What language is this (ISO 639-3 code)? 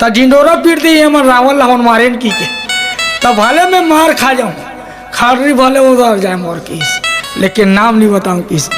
hne